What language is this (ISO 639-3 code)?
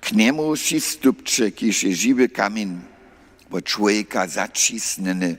hsb